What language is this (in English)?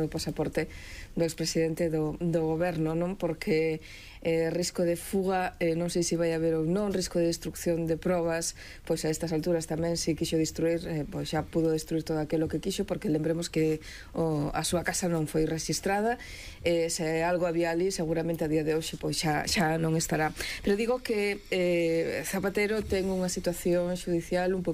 Galician